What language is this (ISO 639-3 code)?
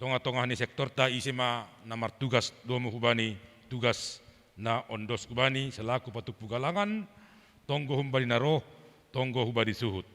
bts